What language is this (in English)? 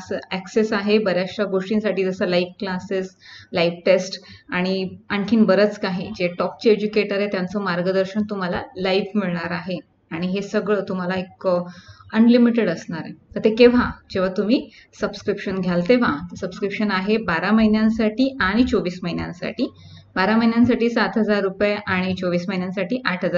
Marathi